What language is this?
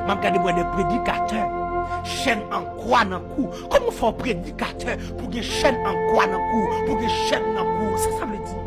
Haitian Creole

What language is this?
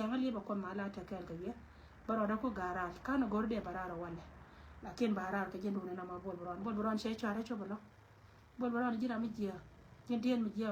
Nuer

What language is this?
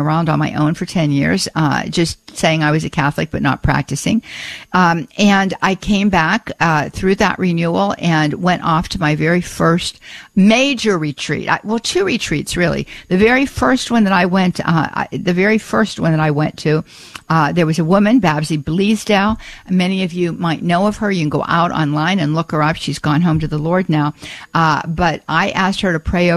English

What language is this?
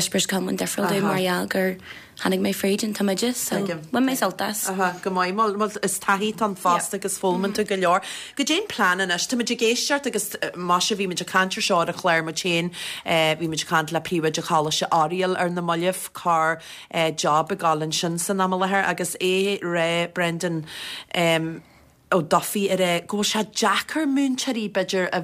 Irish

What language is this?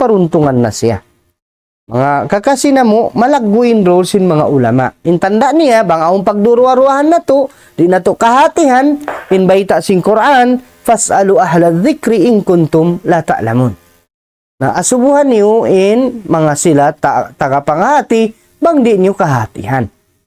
Tausug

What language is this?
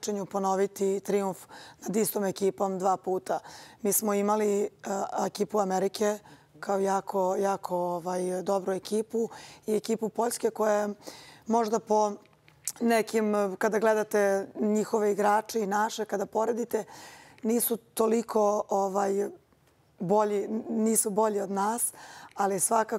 Serbian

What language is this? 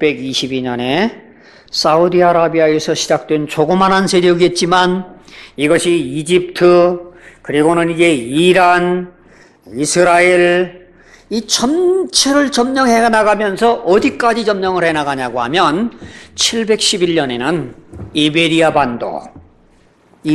Korean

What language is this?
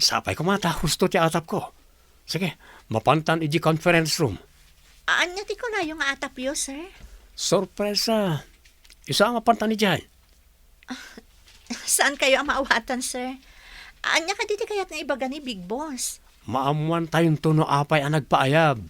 Iloko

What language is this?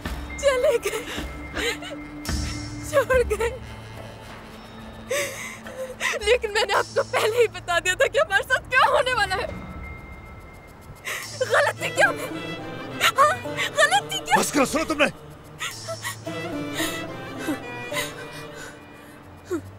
Hindi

